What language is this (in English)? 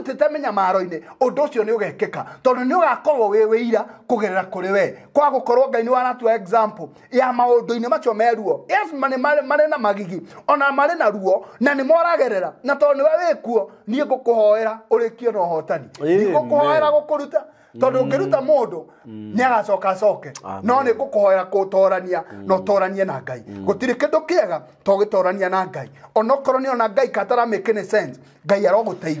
Kikuyu